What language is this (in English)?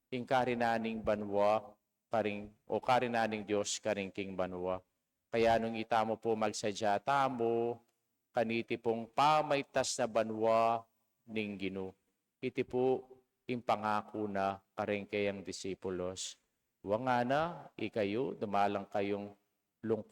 Pampanga